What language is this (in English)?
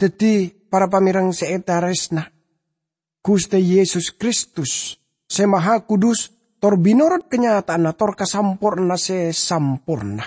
Madurese